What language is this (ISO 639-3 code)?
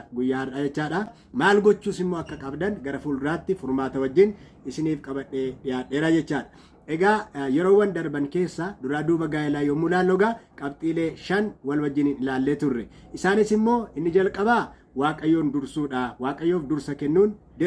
orm